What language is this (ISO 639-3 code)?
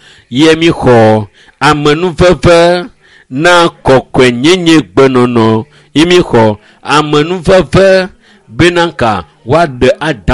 ewe